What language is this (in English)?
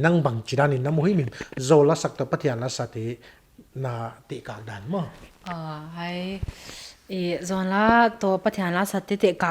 Paite Chin